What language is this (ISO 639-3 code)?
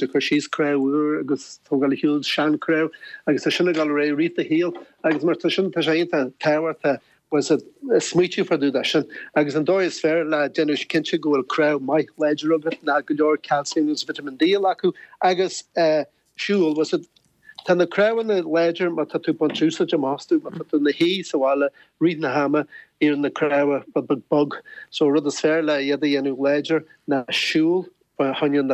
gle